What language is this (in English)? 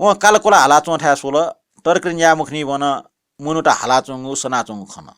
Newari